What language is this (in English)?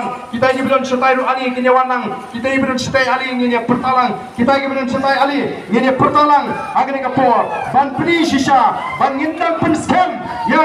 Khasi